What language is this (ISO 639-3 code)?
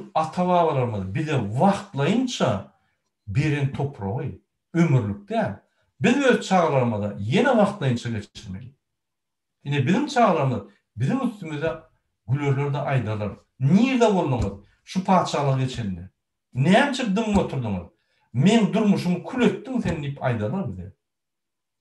tuk